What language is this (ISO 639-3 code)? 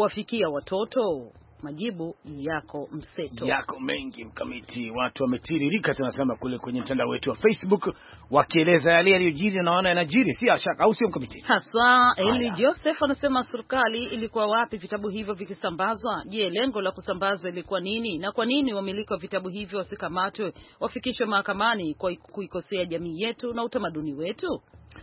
swa